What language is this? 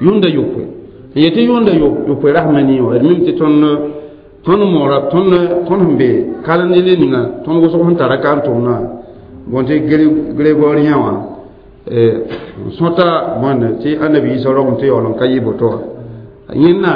Mossi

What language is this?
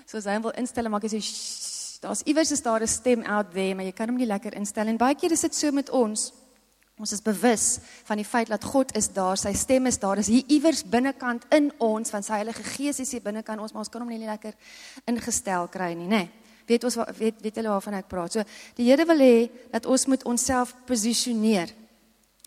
Afrikaans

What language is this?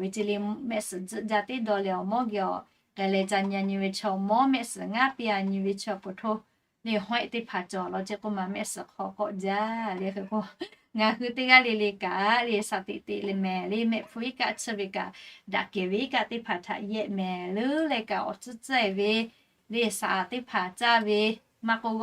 Lahu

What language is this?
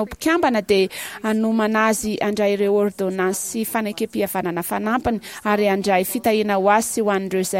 Malagasy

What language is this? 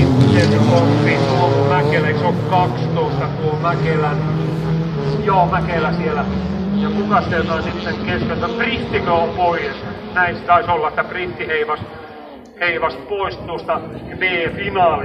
Finnish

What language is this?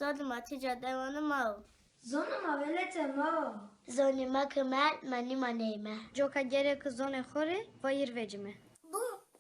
Zaza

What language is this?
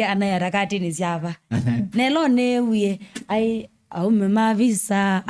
Kamba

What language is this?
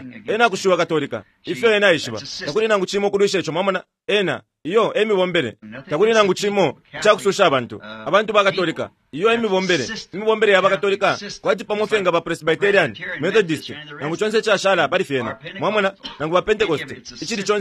Bemba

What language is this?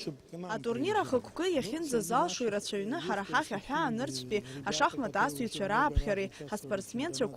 Abkhazian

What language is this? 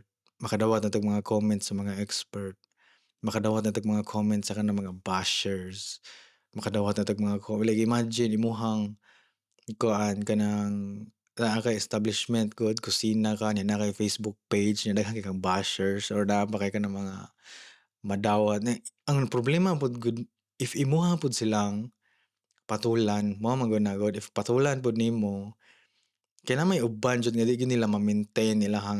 Cebuano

